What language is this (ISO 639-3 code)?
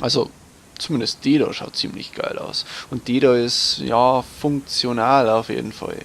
bar